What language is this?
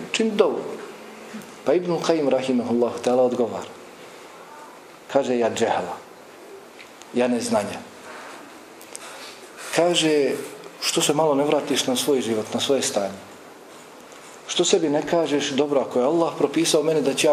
Bosnian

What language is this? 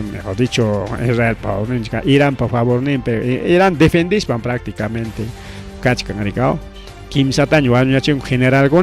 Ayacucho Quechua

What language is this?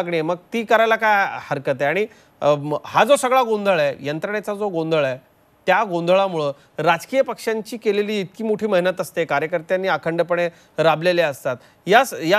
Marathi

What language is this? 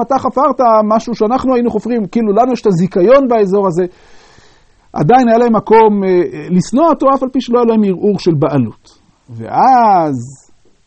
Hebrew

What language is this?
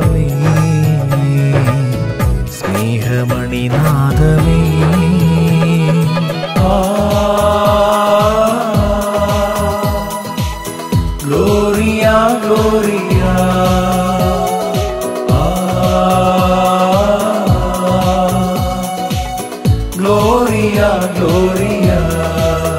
Malayalam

